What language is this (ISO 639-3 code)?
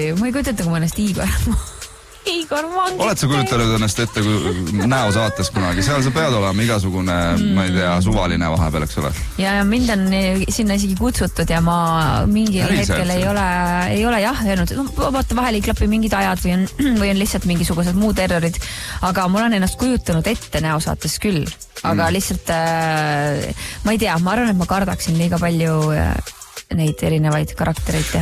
est